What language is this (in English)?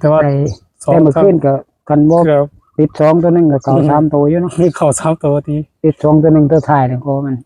Northeastern Thai